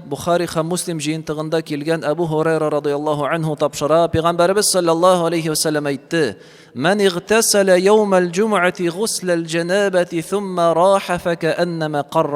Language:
Tatar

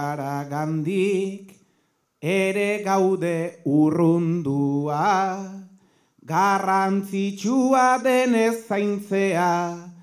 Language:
Basque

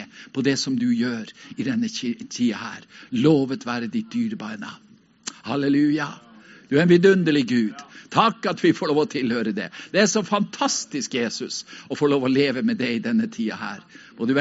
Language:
Norwegian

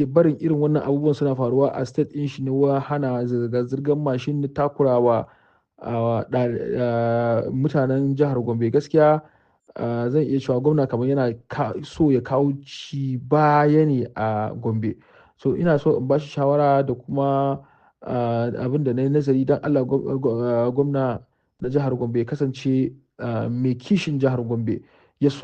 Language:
Hausa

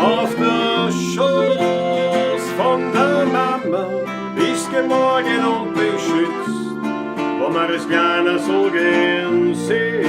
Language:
Bavarian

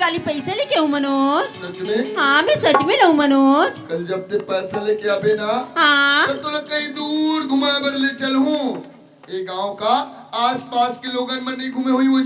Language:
Chhattisgarhi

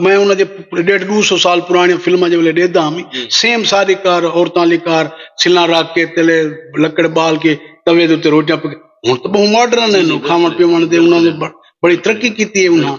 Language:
Saraiki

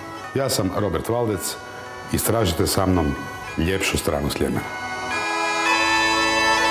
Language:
Croatian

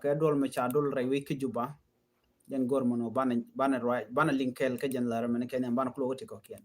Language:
Nuer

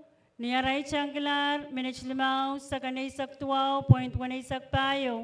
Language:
Pohnpeian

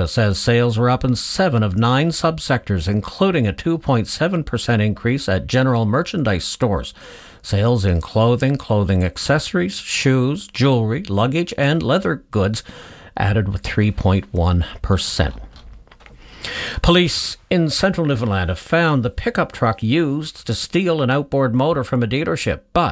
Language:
English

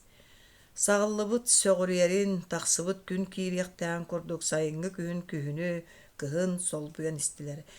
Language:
Yakut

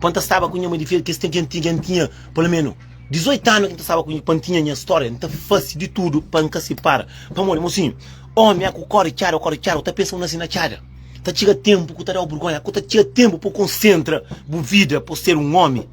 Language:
Kabuverdianu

